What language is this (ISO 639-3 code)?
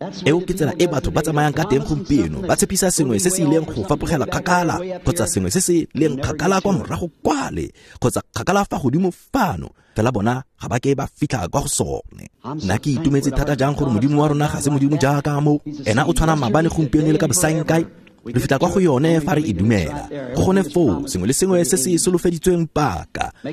tsn